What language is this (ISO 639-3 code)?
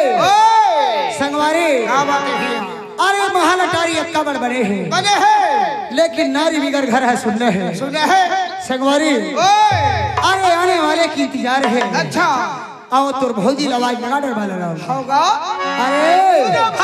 hne